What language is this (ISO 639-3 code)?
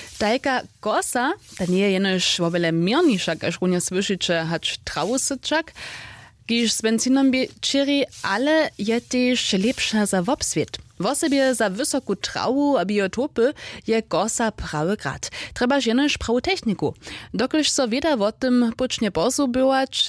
hsb